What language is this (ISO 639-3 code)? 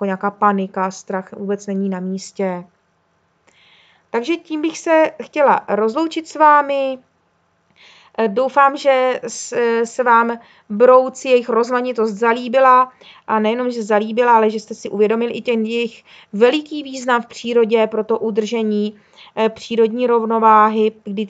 ces